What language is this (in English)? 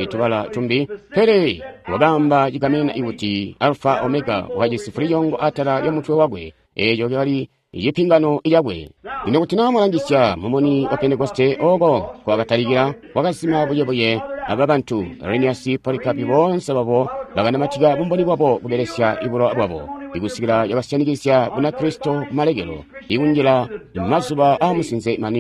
Tonga (Zambia)